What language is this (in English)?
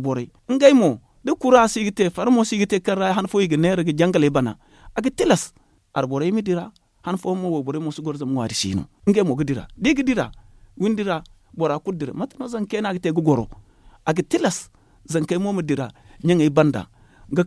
Zarma